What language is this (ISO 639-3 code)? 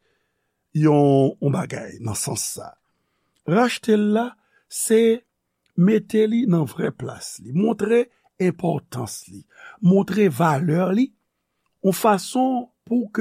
hat